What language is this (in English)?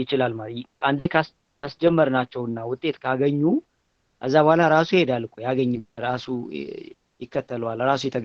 Amharic